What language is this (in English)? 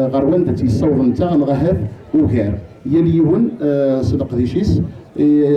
Kabyle